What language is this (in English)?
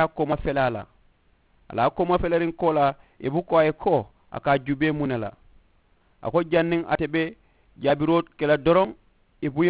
Mandingo